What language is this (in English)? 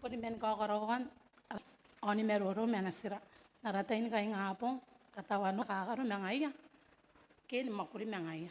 Gilbertese